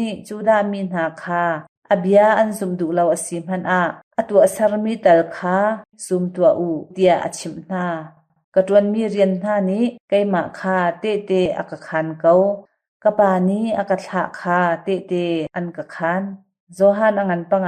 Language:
Hakha Chin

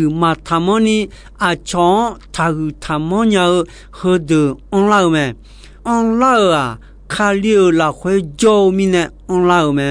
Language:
Akha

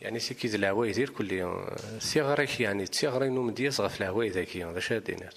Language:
Kabyle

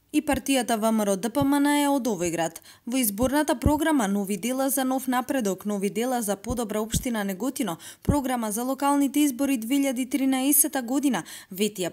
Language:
Macedonian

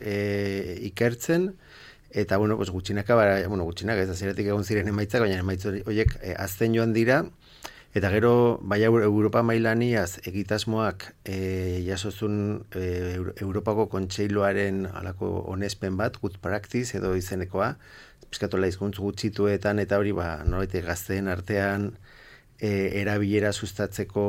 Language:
Basque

